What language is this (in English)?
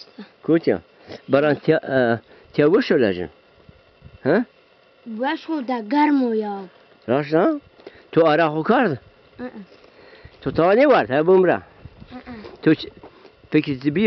Zaza